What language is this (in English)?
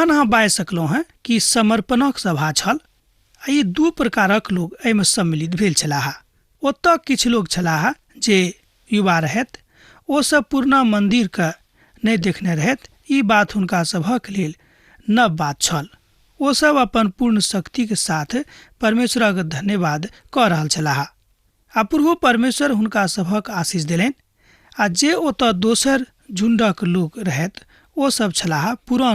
Maithili